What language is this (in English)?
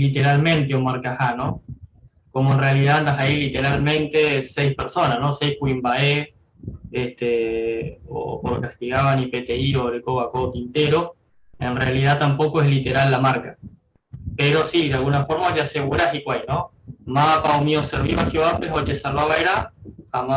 Guarani